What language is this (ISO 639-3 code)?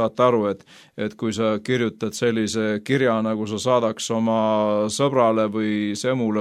est